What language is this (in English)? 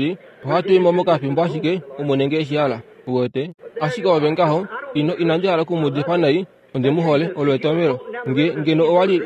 Kuanyama